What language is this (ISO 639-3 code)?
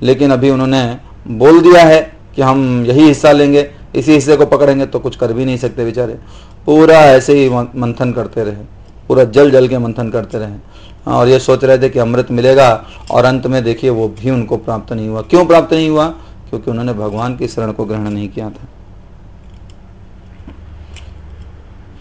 hin